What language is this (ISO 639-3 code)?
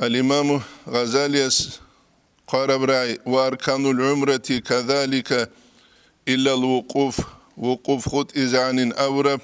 ava